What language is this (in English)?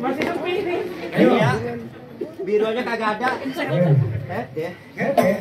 Betawi